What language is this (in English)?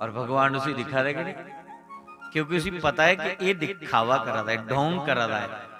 Dogri